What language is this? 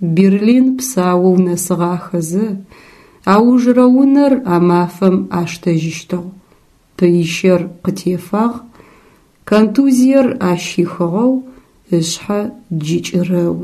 Adyghe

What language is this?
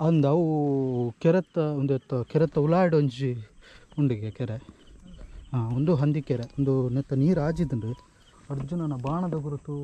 Tulu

